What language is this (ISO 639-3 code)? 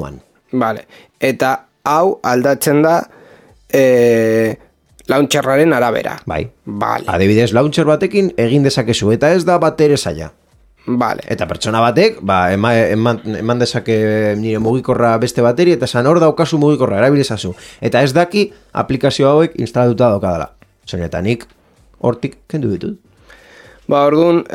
eus